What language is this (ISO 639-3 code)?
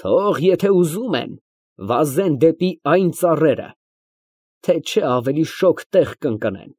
hye